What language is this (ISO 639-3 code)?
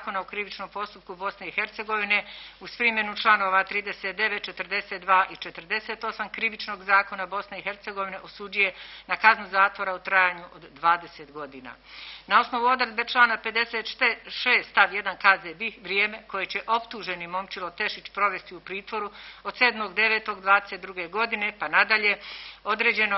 bos